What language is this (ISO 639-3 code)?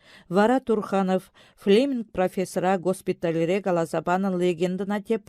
chv